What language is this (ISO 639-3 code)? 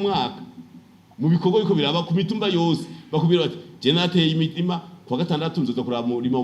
run